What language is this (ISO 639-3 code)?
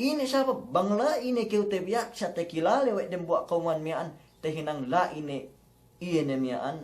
yka